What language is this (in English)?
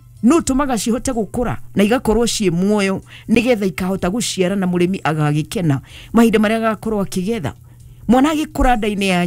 Kikuyu